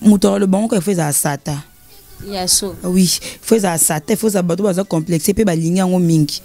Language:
Lingala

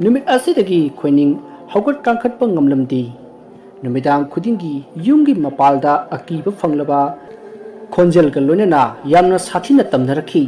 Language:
Manipuri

